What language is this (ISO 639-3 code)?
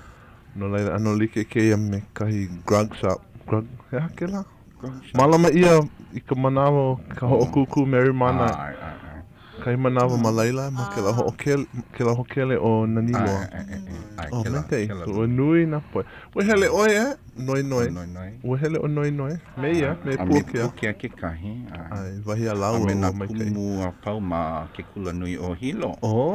haw